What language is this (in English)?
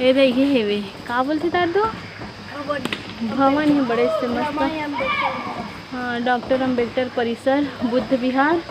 Chhattisgarhi